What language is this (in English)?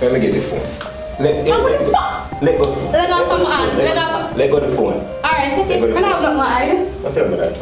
Jamaican Creole English